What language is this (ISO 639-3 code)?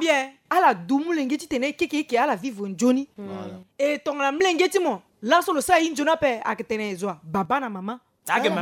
sag